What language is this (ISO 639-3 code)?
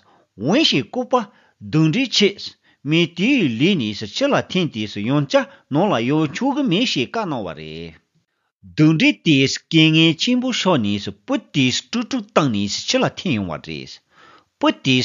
bod